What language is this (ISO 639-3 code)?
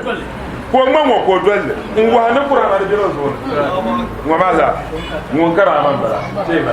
dag